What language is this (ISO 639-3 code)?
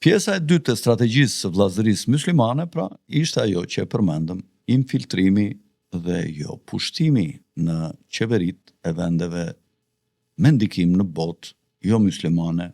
sqi